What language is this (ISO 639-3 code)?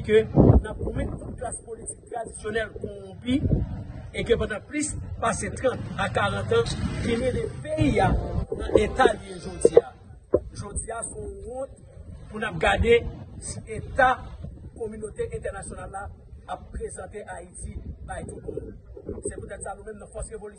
hat